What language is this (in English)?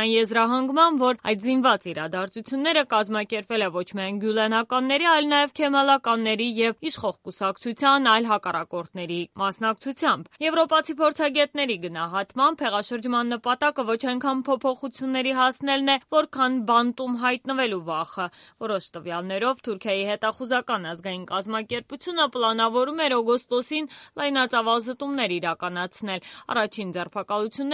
Armenian